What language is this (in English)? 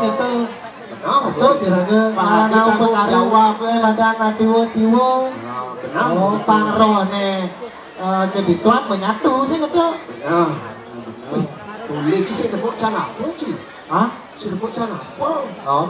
Balinese